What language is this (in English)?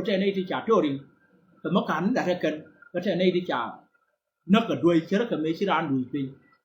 Nuer